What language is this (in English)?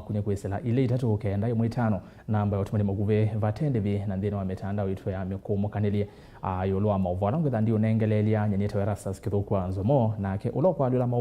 Kamba